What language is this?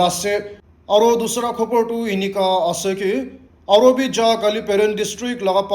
Naga Pidgin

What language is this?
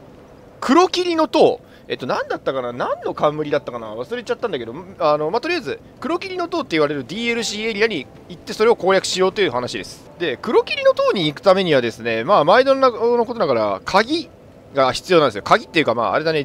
Japanese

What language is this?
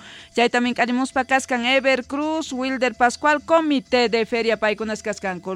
South Bolivian Quechua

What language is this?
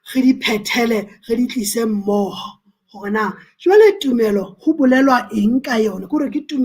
Southern Sotho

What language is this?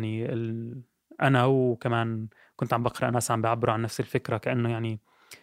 North Levantine Arabic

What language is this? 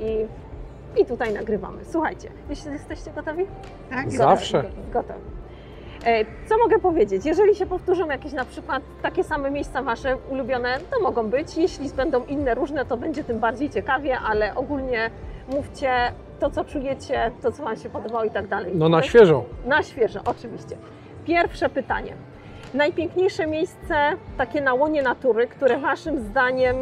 Polish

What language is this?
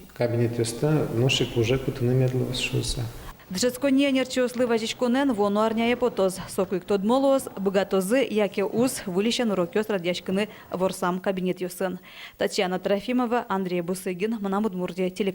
Udmurt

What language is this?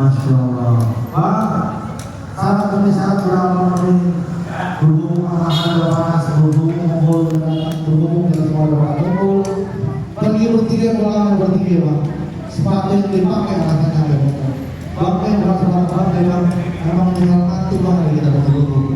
Betawi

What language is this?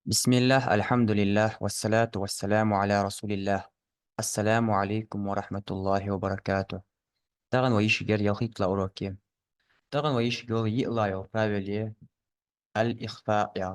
Ingush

